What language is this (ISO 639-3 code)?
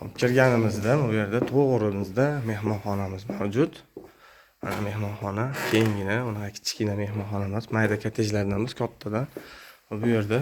uzb